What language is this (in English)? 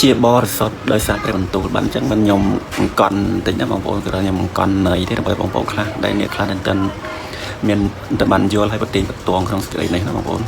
Khmer